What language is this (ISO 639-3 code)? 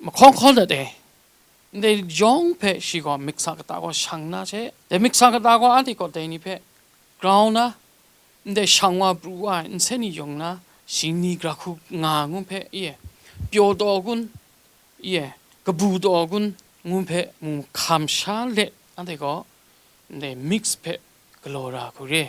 kac